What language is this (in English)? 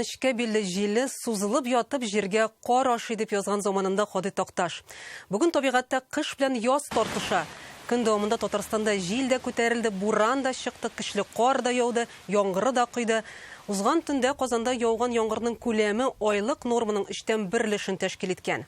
Tatar